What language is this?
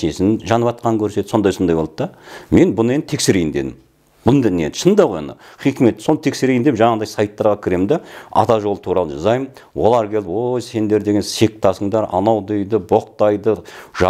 Kazakh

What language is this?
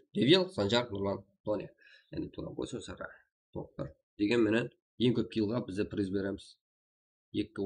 Kara-Kalpak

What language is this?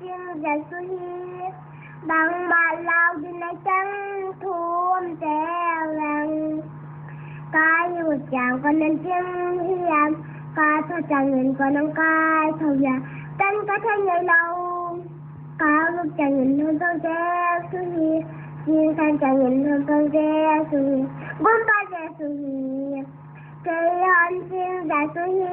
Paite Chin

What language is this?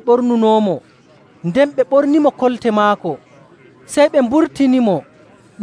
Nigerian Fulfulde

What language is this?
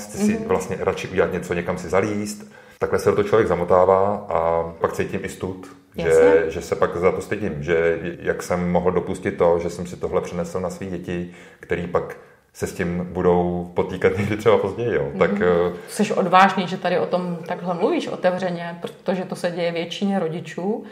Czech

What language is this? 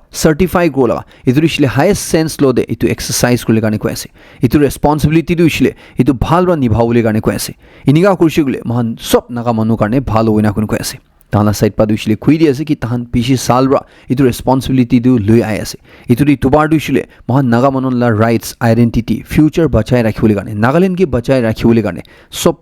Naga Pidgin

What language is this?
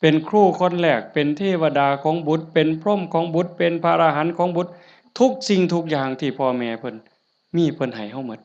Northeastern Thai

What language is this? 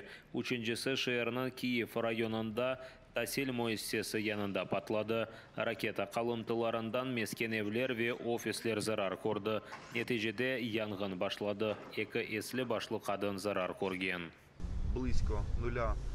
Crimean Tatar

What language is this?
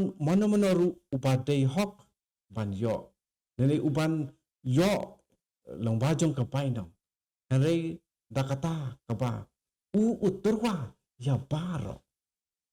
Khasi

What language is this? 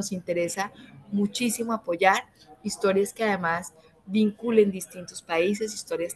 Spanish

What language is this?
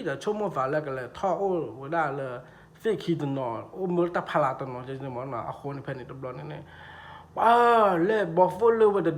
S'gaw Karen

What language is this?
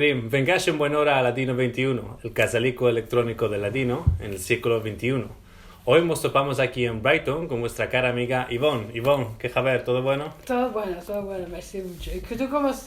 Ladino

